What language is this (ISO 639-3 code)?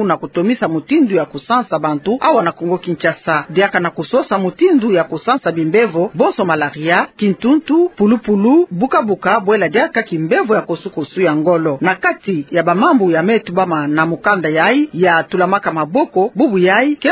ktu